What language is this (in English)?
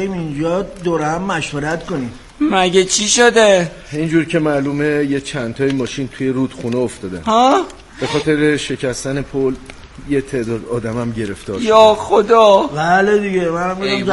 Persian